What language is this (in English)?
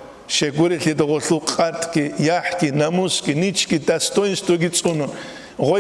Avaric